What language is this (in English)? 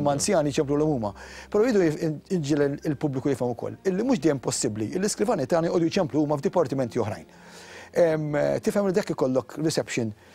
Maltese